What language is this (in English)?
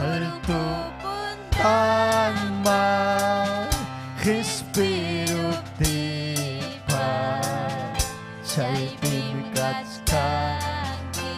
Ayacucho Quechua